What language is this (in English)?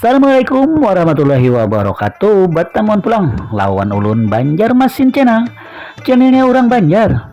Banjar